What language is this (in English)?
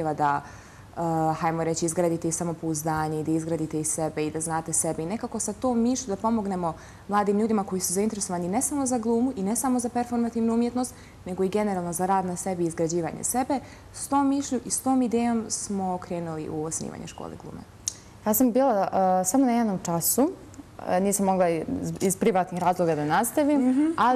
Bosnian